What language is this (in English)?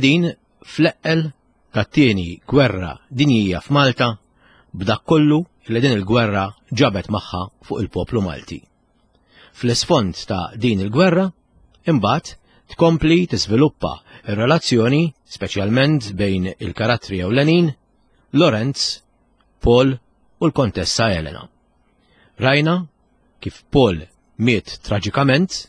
Maltese